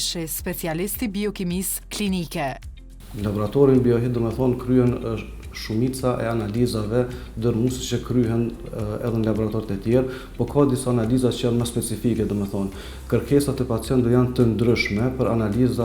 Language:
Albanian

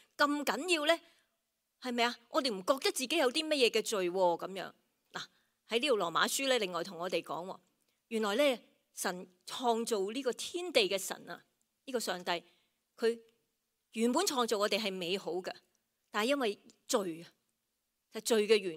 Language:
Cantonese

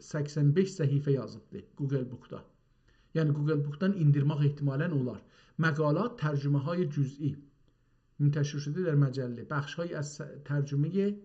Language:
South Azerbaijani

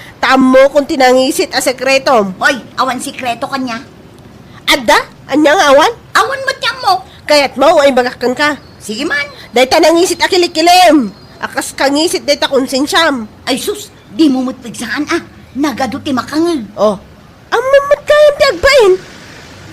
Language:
Iloko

